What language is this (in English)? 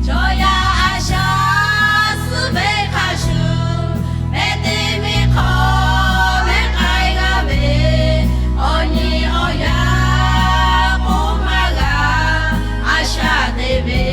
Lahu